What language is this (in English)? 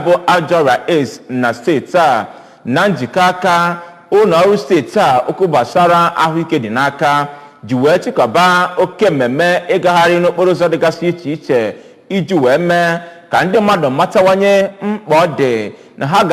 Igbo